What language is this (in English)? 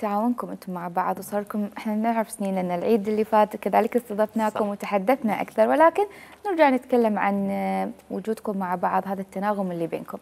Mesopotamian Arabic